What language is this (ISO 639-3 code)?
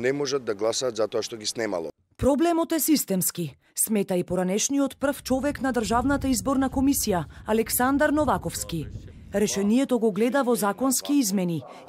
mkd